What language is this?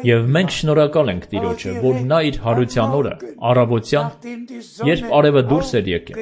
Armenian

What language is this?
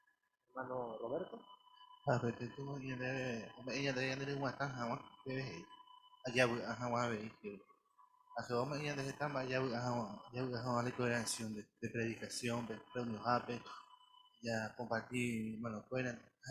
Guarani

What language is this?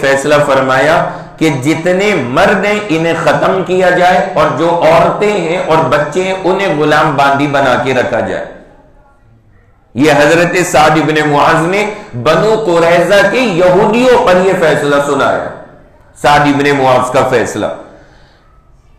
Urdu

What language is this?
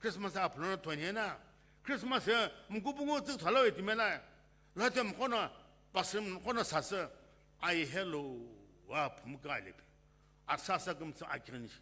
Sumi Naga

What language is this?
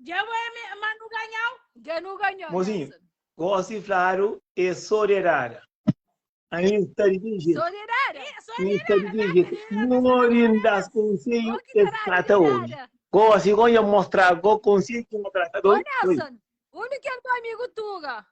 Kabuverdianu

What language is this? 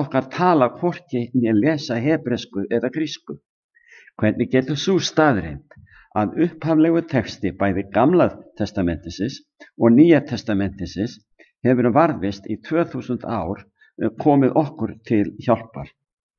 Icelandic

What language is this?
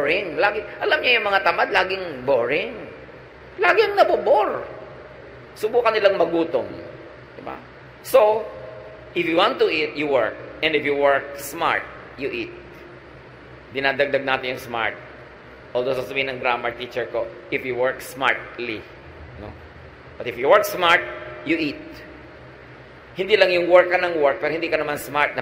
Filipino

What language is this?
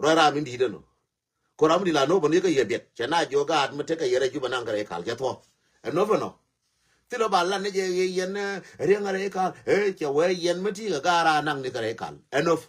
Nuer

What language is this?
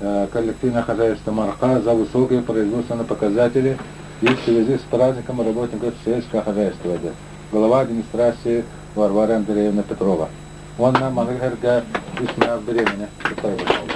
Yakut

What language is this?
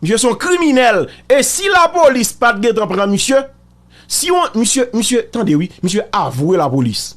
Haitian Creole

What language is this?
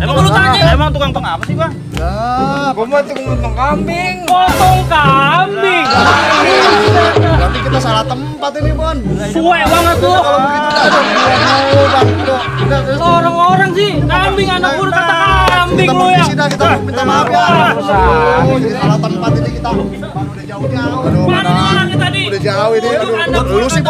Betawi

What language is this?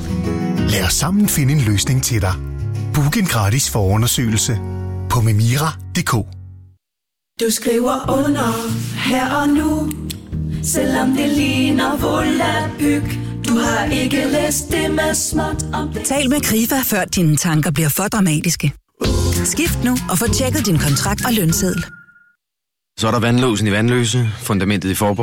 Danish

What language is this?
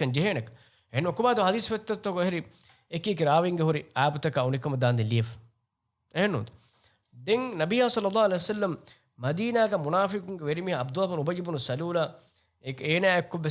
Divehi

